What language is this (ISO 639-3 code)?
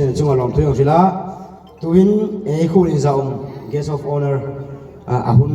hmr